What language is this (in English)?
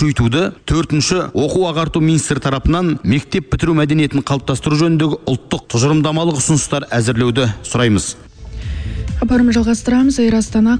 Kazakh